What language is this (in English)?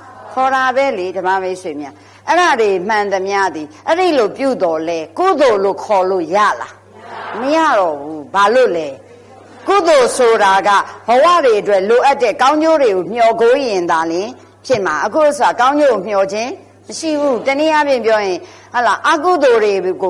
Burmese